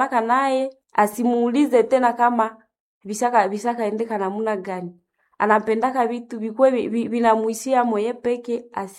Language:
Swahili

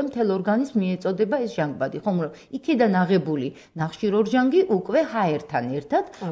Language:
Georgian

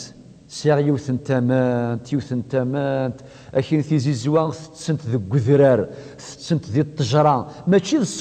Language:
Kabyle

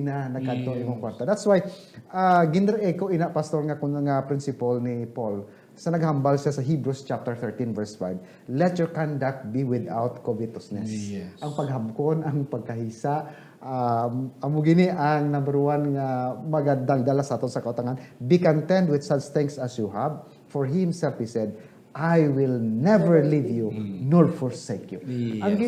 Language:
Hiligaynon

